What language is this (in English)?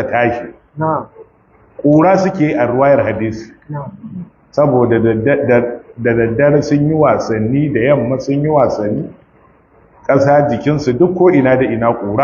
Hausa